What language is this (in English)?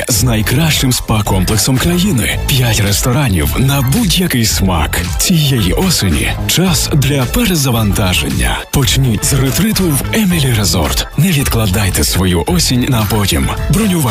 Ukrainian